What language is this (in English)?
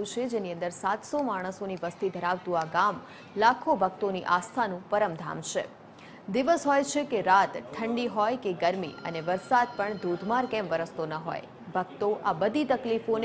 Gujarati